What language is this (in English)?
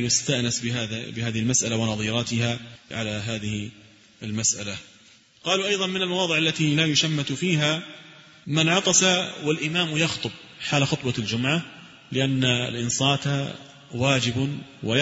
Arabic